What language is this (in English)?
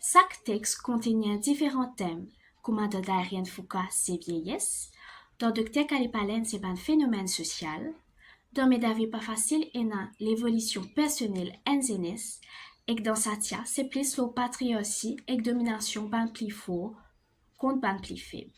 Morisyen